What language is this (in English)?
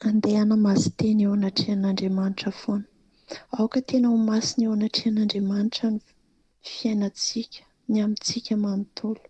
Malagasy